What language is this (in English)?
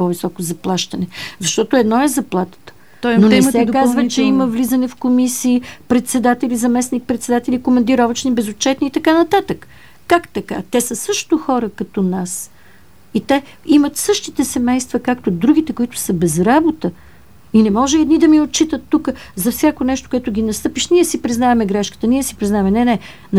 Bulgarian